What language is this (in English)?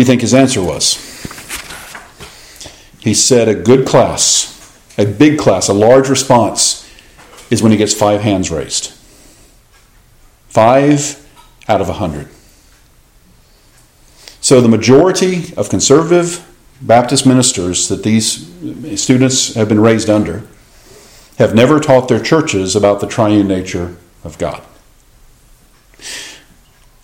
English